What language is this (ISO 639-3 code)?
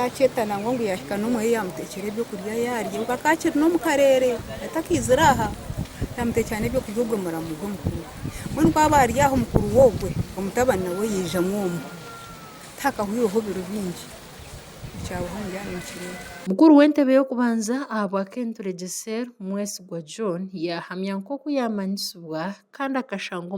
nyn